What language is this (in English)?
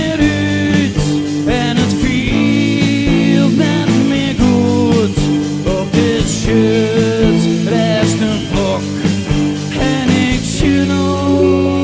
Western Frisian